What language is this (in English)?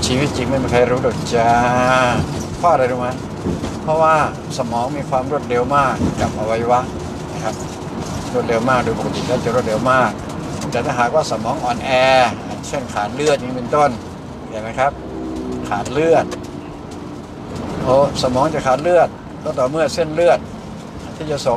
Thai